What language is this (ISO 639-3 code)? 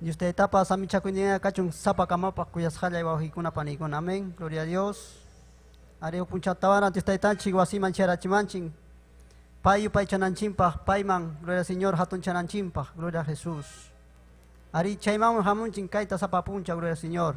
quy